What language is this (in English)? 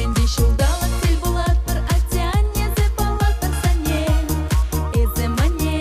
Chuvash